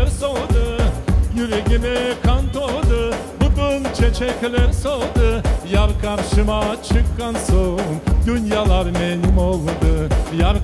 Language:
Crimean Tatar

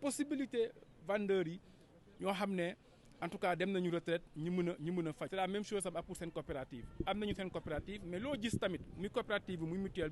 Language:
Wolof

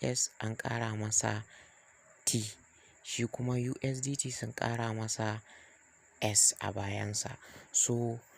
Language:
Hausa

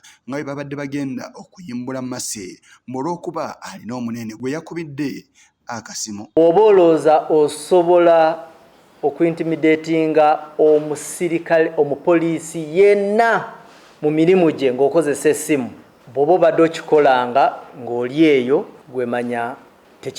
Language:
Ganda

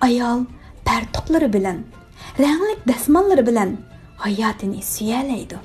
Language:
Uyghur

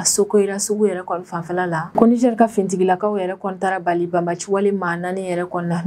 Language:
Bambara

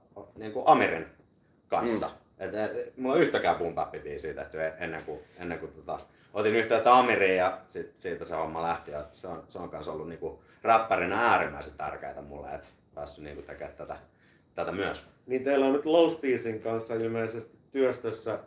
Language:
Finnish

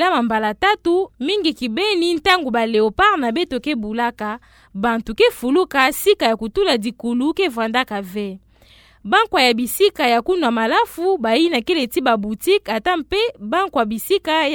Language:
Kituba (Democratic Republic of Congo)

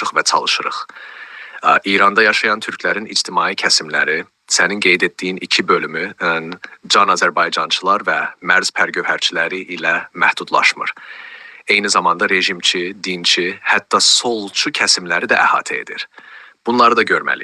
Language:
South Azerbaijani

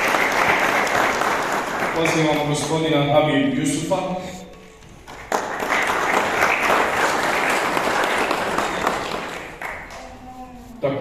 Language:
Bosnian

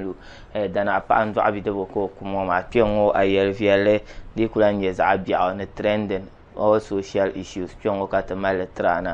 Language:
Dagbani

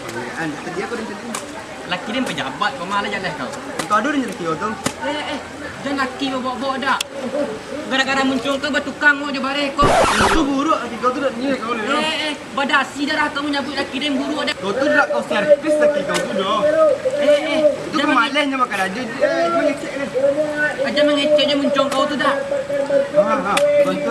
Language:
Minangkabau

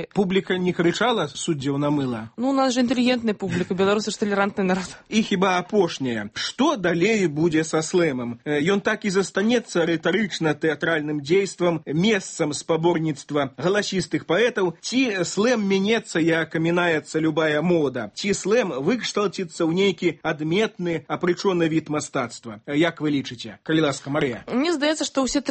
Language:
Belarusian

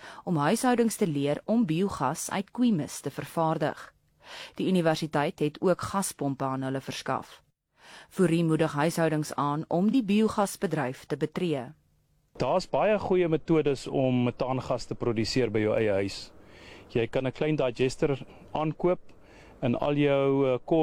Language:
Afrikaans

